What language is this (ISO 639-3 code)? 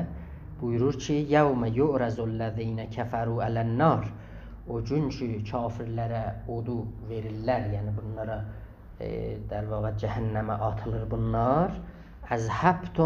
azb